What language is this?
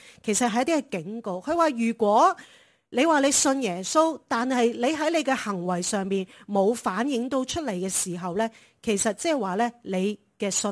Cantonese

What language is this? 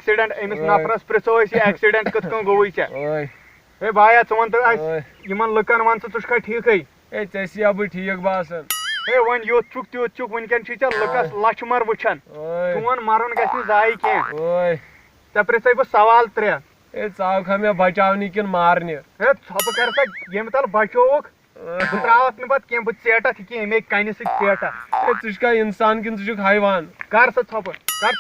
Kashmiri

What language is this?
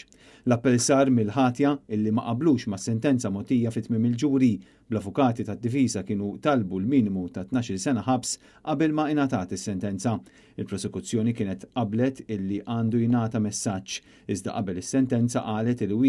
Maltese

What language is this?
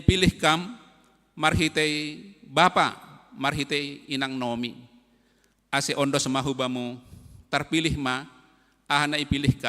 Batak Simalungun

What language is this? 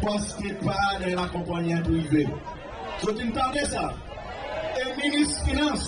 Seselwa Creole French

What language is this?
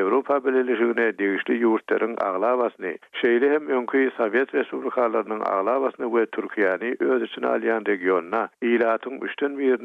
Turkmen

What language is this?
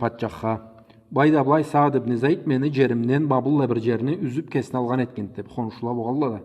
Karachay-Balkar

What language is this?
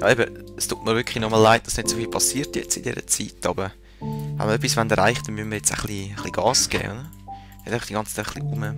Swiss German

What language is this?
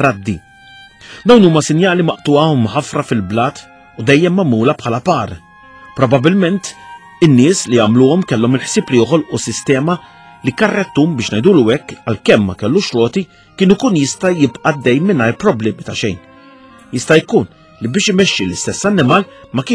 Maltese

